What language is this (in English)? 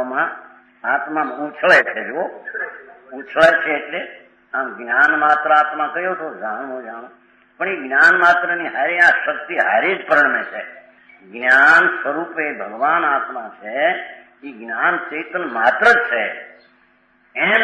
Gujarati